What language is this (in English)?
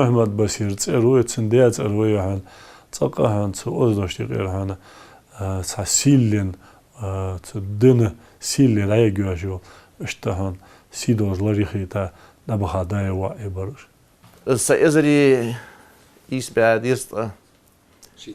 Ingush